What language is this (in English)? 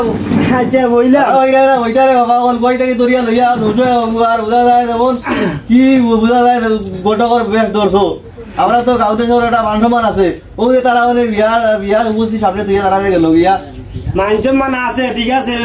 Sylheti